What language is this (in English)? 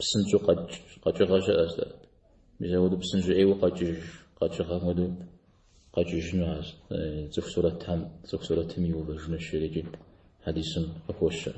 Kabardian